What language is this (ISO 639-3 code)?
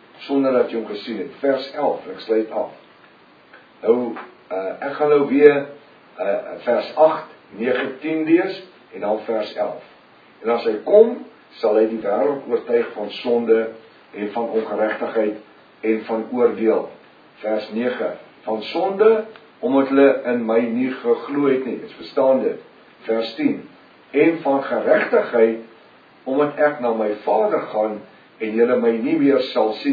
afr